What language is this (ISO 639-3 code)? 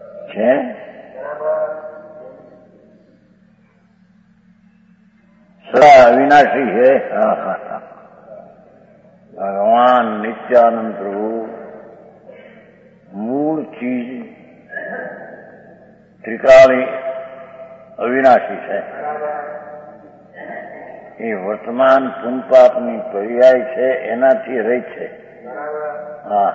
guj